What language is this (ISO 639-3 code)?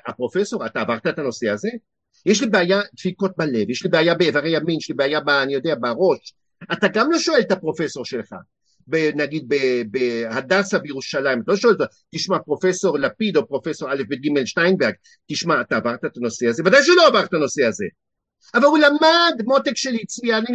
heb